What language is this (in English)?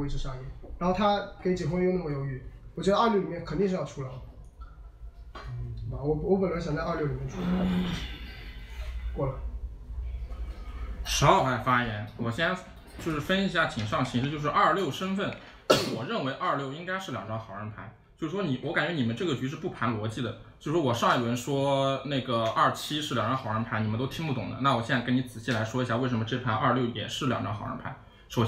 Chinese